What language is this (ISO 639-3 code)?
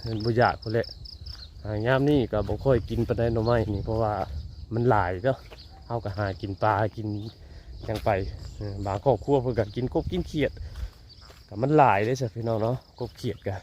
tts